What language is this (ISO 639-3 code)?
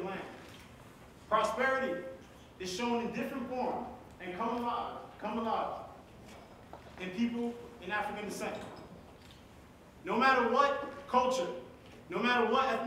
eng